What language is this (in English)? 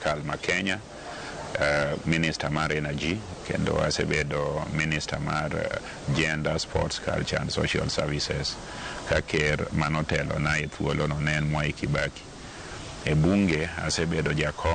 Luo (Kenya and Tanzania)